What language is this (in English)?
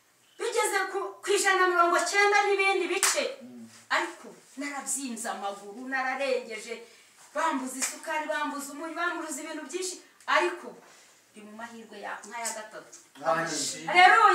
Kinyarwanda